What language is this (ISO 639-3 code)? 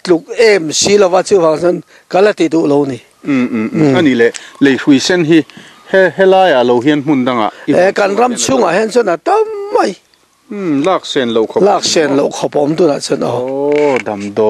lus